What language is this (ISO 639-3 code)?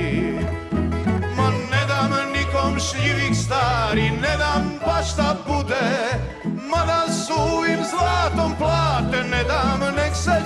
hrv